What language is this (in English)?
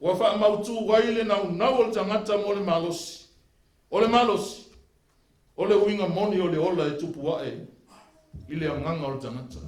Samoan